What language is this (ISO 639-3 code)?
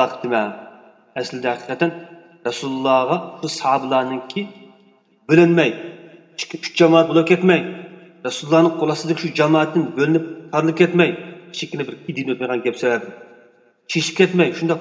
uig